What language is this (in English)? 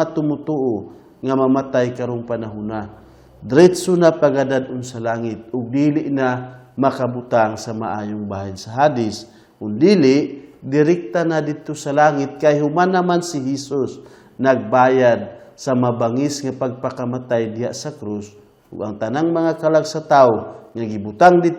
Cebuano